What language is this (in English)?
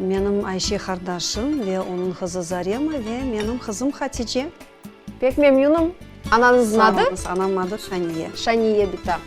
Crimean Tatar